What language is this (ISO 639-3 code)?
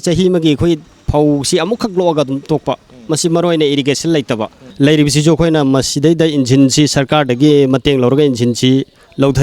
mni